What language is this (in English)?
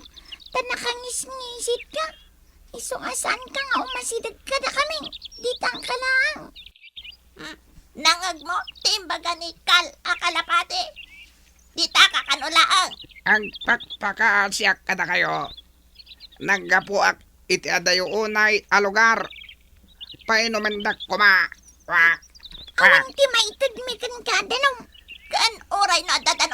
Iloko